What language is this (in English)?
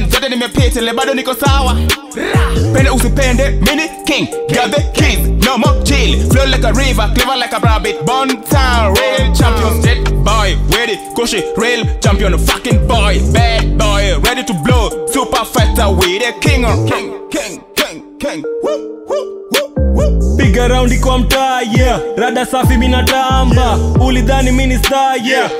Swahili